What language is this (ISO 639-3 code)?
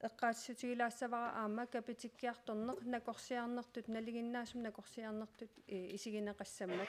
kal